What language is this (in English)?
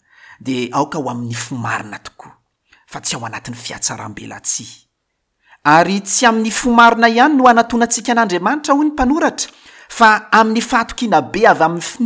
Malagasy